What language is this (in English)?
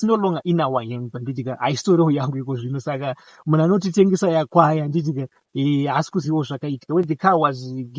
Shona